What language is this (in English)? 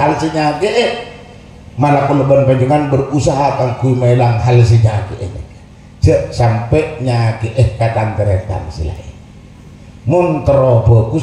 Madurese